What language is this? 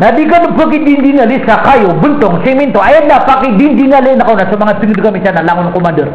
Maranao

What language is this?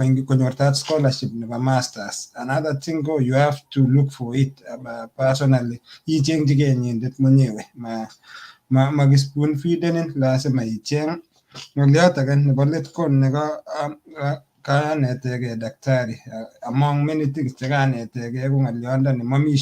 Kalenjin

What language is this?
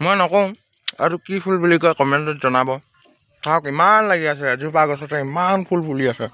Assamese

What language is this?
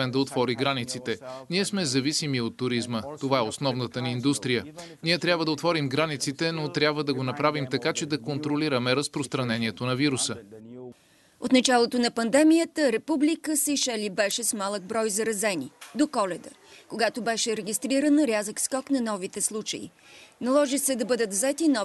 Bulgarian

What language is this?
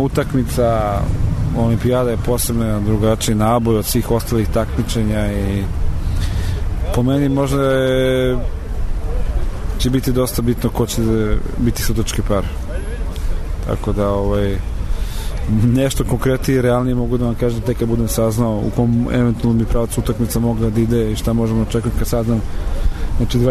Serbian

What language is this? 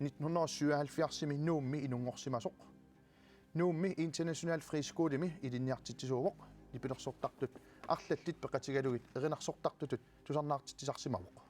Kalaallisut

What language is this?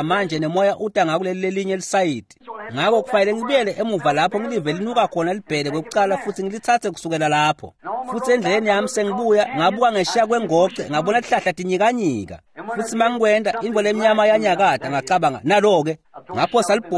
Swati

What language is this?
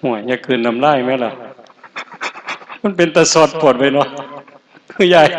Lao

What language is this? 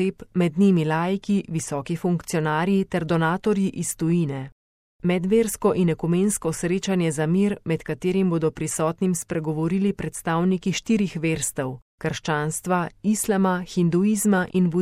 Slovenian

